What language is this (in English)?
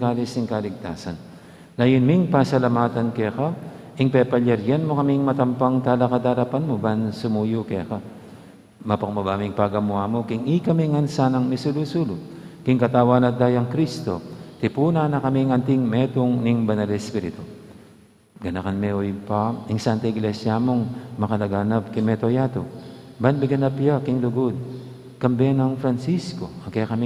Pampanga